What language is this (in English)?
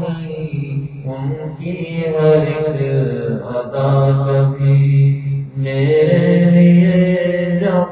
Urdu